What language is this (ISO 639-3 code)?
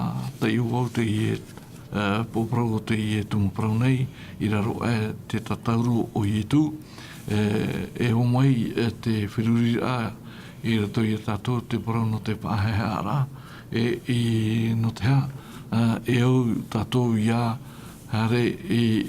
tah